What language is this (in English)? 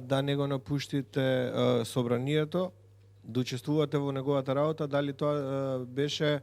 Macedonian